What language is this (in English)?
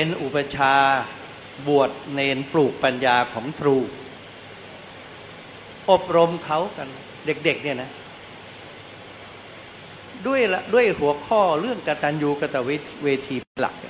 Thai